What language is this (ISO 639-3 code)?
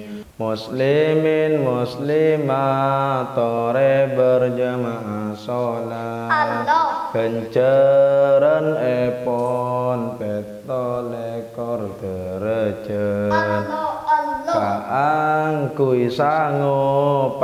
mad